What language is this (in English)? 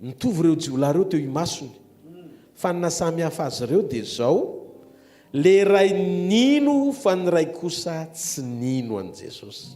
Malagasy